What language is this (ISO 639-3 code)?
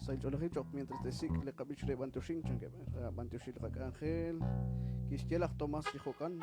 kek